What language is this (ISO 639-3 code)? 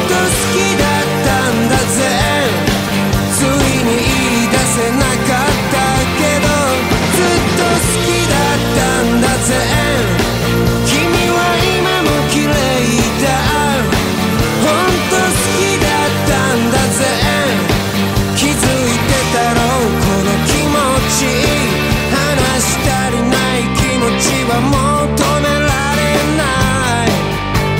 jpn